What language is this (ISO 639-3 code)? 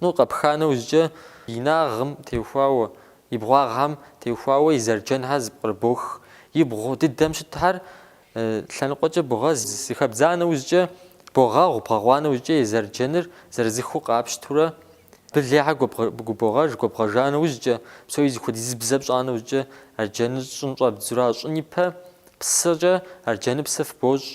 kbd